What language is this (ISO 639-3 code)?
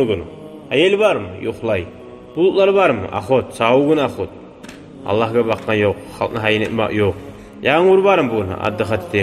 kum